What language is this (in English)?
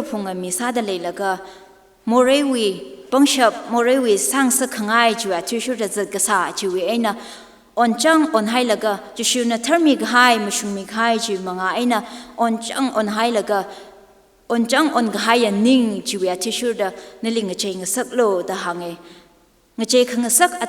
Tangkhul Naga (India)